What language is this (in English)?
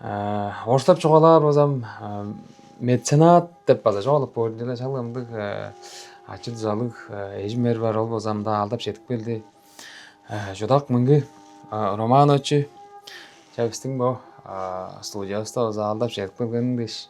Tuvinian